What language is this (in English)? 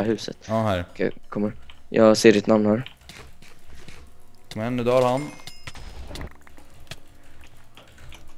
Swedish